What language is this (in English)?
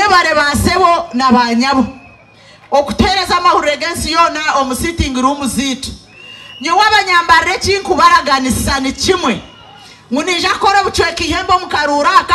Nyankole